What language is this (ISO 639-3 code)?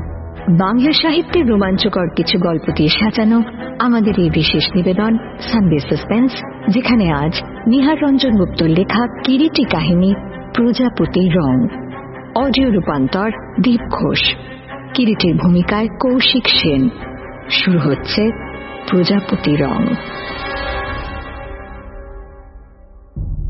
ben